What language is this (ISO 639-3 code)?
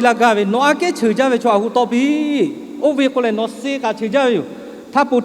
lhu